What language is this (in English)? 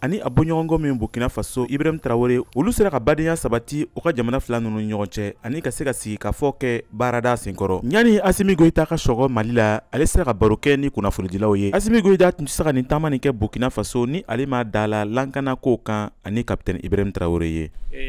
Bambara